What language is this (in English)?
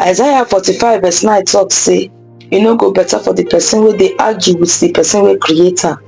Nigerian Pidgin